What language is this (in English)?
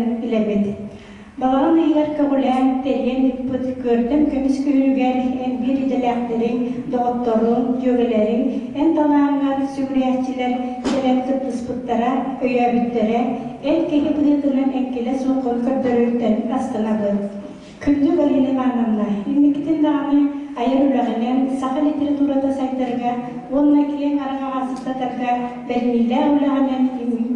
Yakut